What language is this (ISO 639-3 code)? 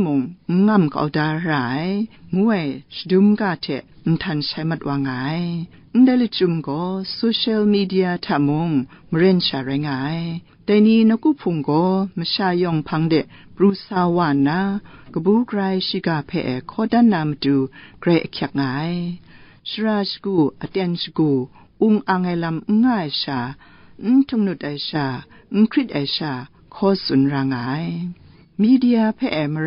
kac